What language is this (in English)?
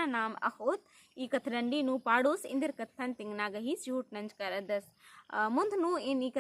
Kurukh